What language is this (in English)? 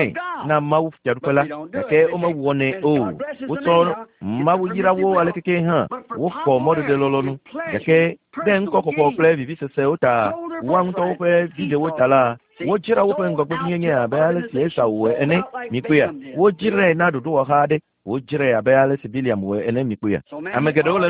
Ewe